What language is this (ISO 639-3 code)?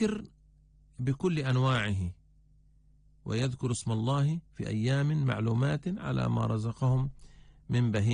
ara